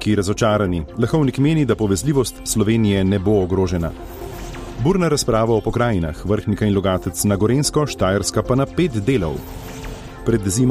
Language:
Slovenian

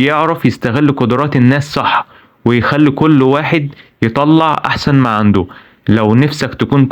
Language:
Egyptian Arabic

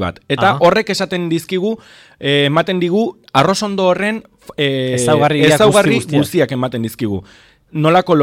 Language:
Basque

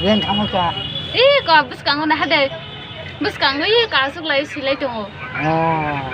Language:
Kok Borok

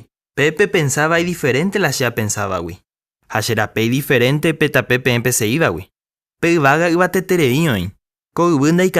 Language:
Guarani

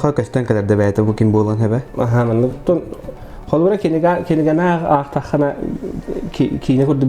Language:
Yakut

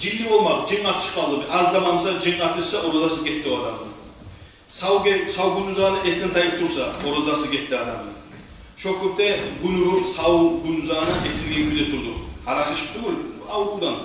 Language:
Kumyk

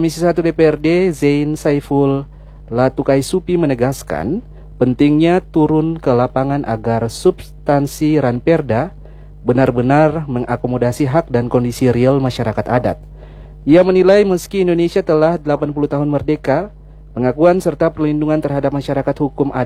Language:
Indonesian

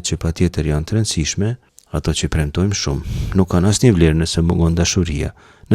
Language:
Albanian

